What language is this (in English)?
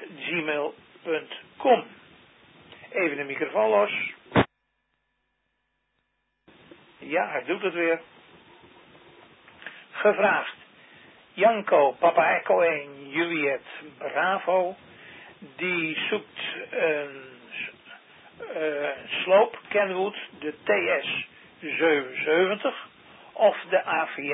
Dutch